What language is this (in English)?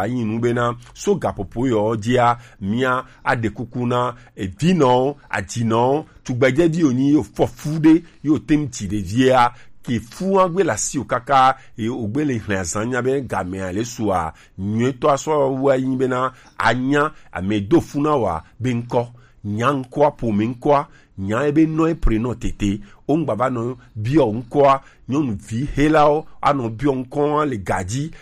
Gen